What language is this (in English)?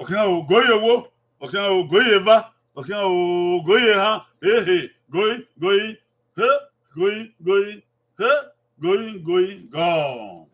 Bini